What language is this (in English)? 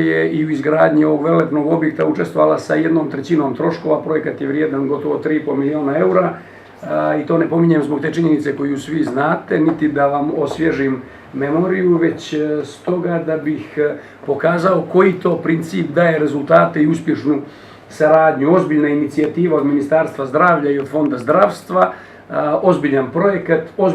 Bosnian